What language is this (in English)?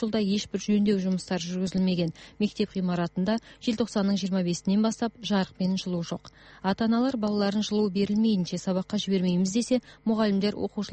Kazakh